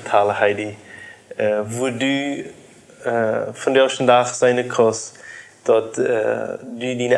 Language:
Plautdietsch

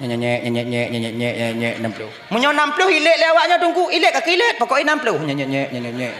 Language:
Achinese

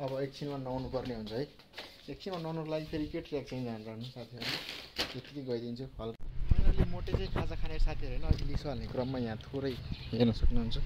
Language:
Nepali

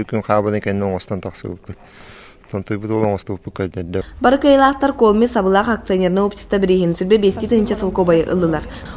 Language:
Yakut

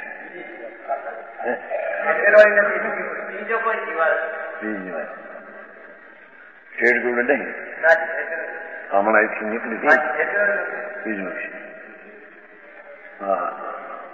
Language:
Gujarati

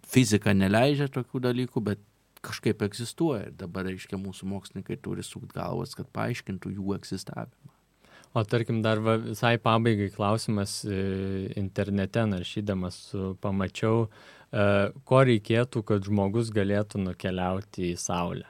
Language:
Lithuanian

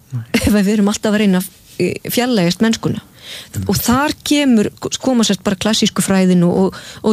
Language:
Icelandic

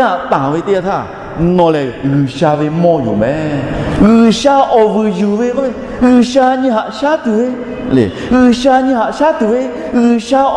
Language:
Lahu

